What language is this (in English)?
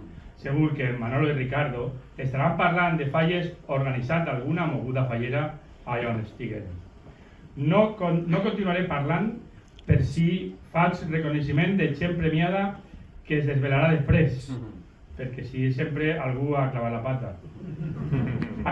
Catalan